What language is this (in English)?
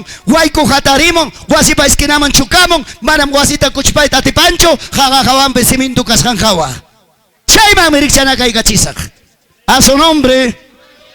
Ayacucho Quechua